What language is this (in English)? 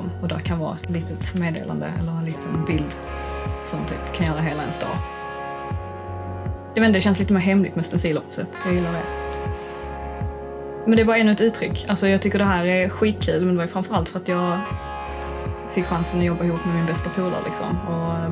Swedish